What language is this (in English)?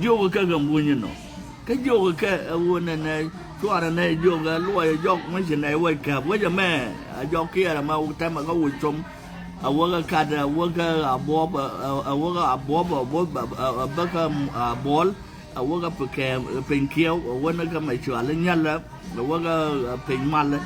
Nuer